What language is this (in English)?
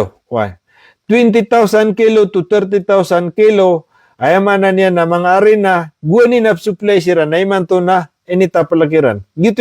Maranao